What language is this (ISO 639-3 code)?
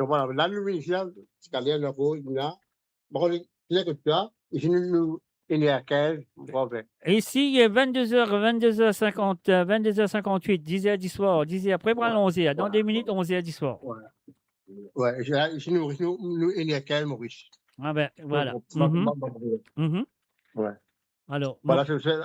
mfe